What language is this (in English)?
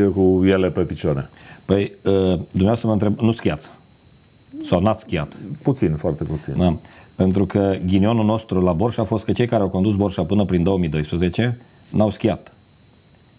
Romanian